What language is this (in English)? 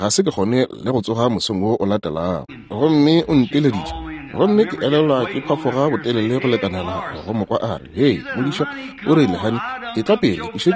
Northern Sotho